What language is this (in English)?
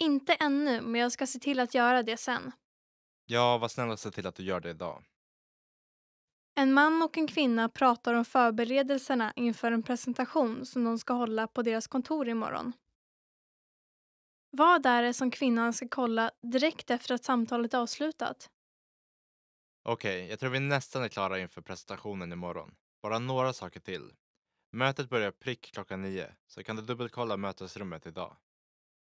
Swedish